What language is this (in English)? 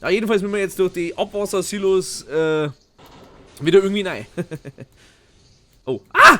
Bavarian